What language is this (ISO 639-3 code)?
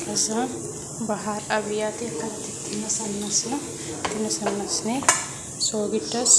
orm